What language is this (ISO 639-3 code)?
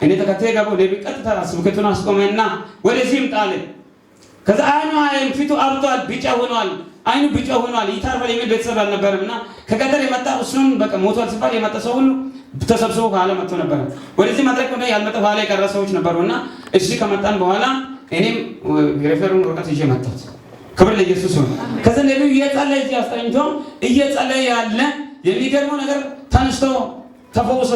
amh